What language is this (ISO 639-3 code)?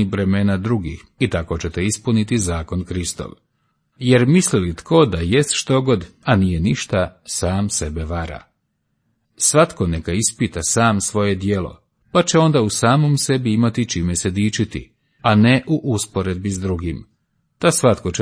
hrv